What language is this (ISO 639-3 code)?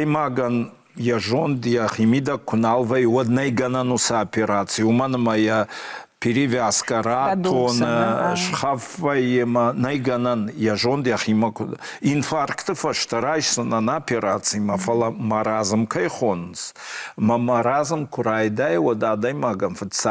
oss